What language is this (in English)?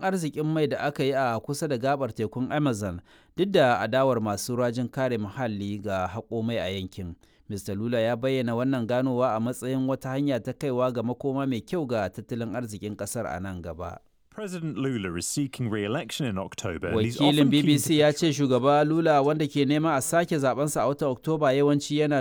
Hausa